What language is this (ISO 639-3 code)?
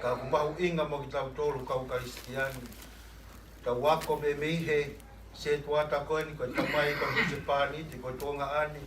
ton